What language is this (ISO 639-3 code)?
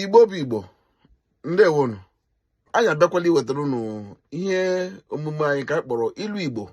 ibo